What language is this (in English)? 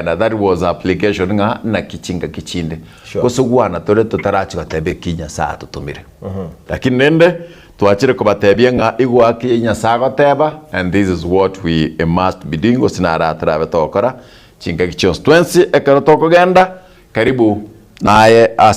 Gusii